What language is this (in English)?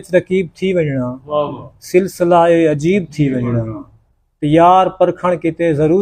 Saraiki